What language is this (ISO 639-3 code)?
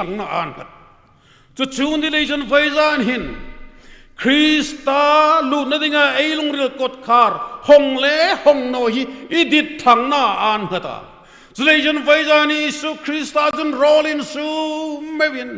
hmr